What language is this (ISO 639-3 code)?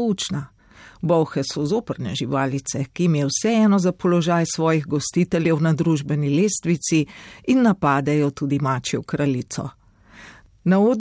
slv